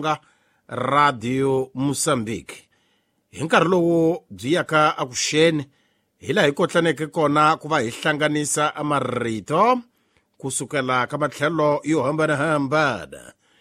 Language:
Tsonga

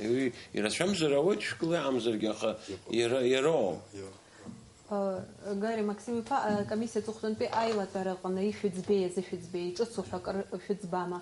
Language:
Abkhazian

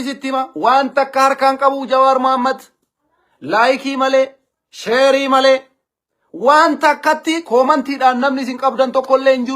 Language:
Oromo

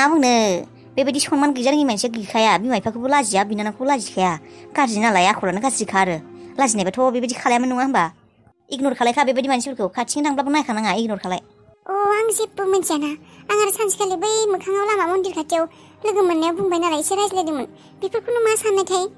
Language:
Bodo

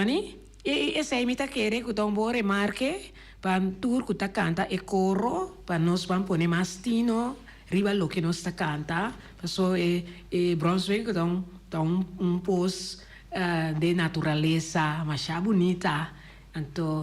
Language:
Papiamento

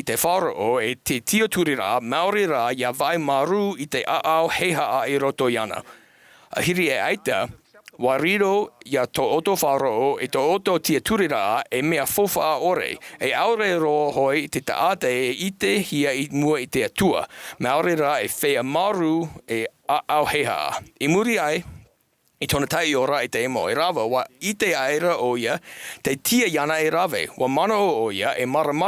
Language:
Tahitian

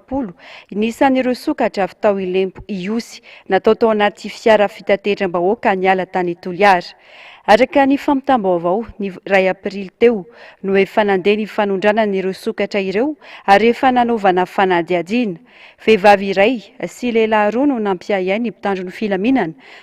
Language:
Malagasy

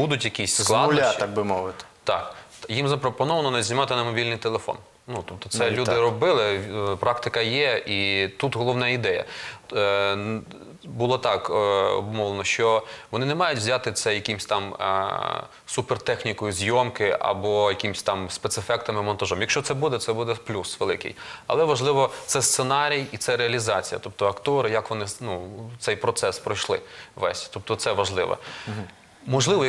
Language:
Ukrainian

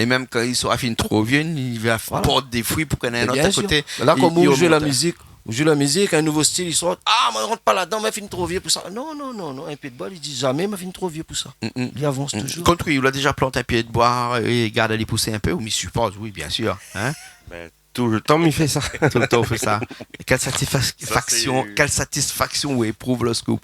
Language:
Réunion Creole French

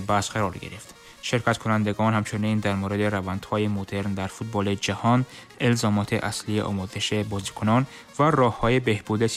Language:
Tajik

